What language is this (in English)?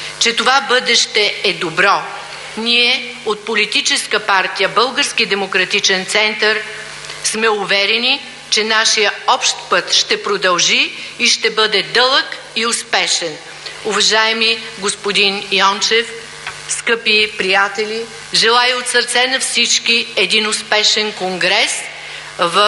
Bulgarian